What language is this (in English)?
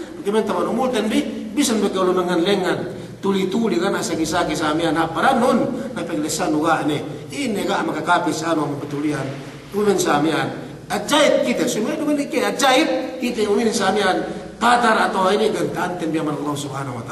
Yakan